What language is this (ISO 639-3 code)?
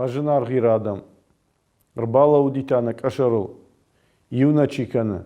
oss